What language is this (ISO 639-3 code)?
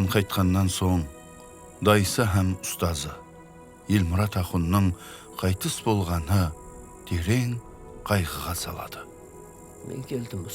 kaa